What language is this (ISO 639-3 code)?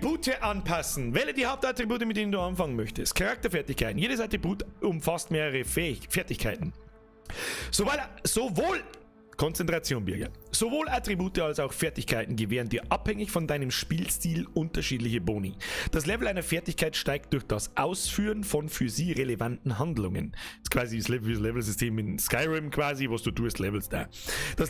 bar